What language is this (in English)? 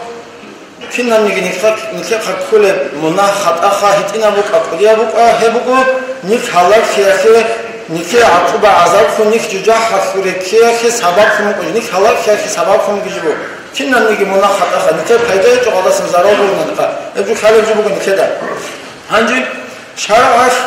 Avaric